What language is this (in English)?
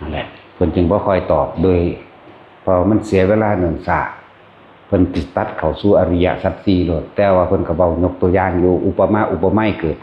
Northeastern Thai